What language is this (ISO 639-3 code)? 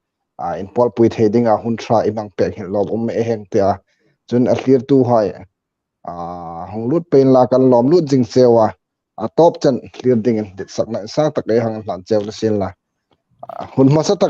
hmr